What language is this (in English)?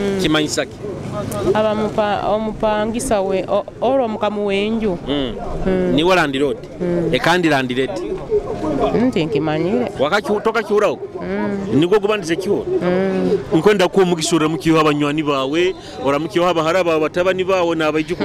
Nyoro